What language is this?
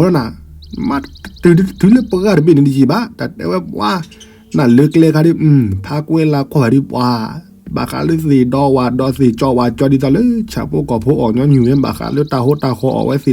S'gaw Karen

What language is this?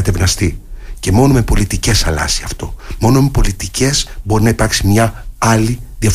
Greek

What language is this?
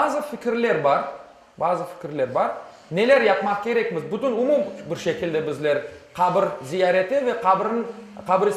Crimean Tatar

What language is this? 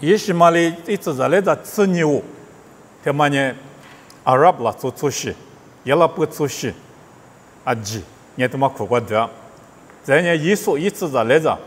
Lisu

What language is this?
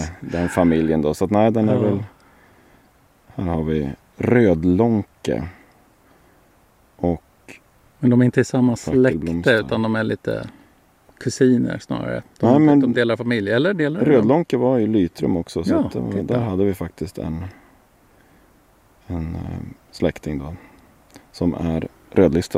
Swedish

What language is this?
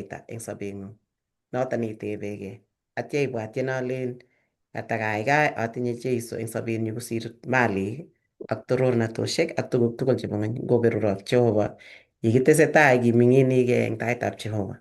Kalenjin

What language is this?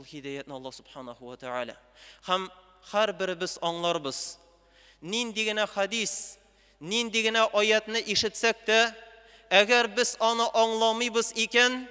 Tatar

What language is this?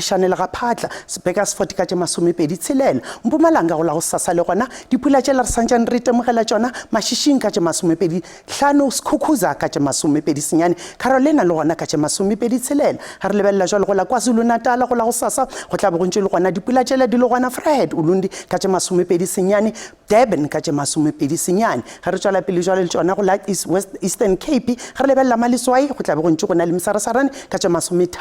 Northern Sotho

